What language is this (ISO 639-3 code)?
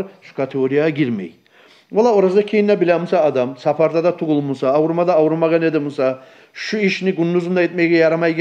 kum